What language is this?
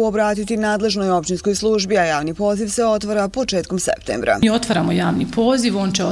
Bosnian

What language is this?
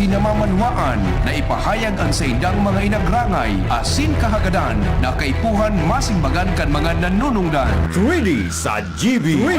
Bikol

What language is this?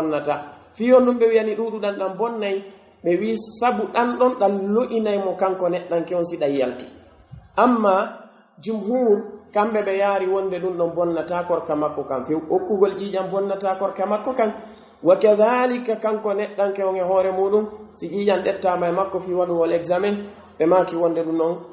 Pular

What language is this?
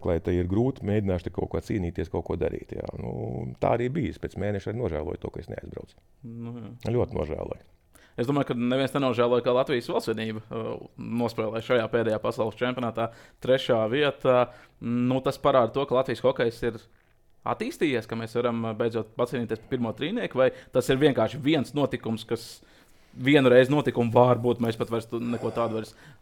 Latvian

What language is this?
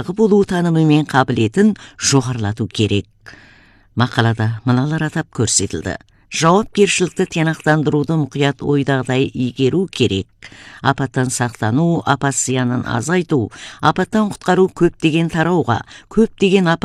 Kazakh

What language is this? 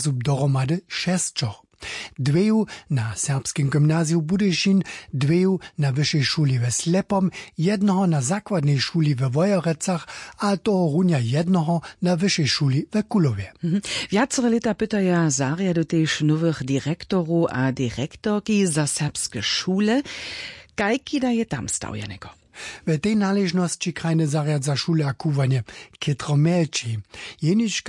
Upper Sorbian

